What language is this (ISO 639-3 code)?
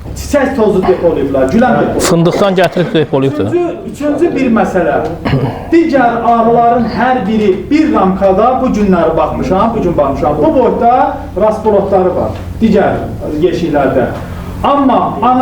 aze